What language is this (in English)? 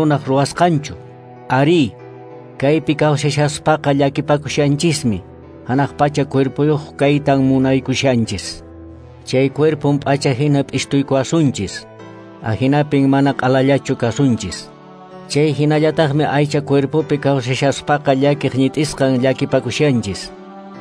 Quechua